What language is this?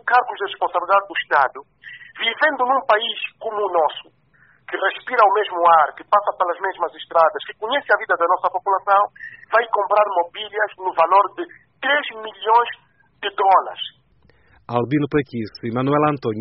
Portuguese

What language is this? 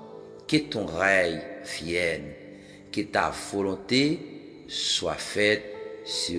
Haitian Creole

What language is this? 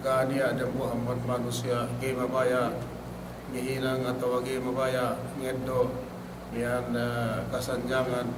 Yakan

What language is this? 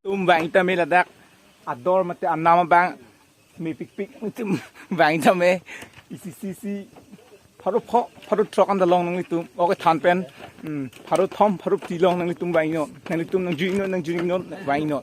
Karbi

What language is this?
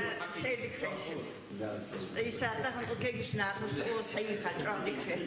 Ingush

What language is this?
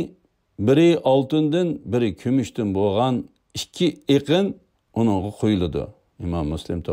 Uyghur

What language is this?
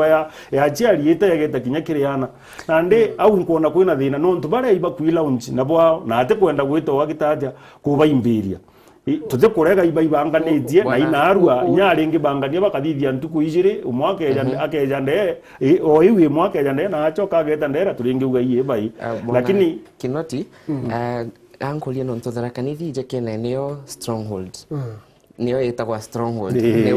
Meru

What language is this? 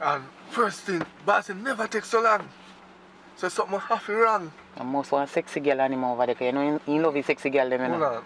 Jamaican Creole English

